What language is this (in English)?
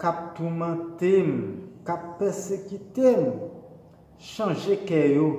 Haitian Creole